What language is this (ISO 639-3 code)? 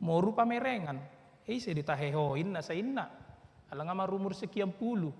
bbc